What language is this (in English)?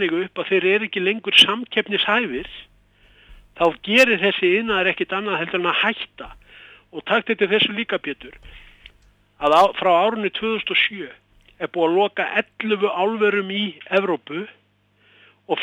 Icelandic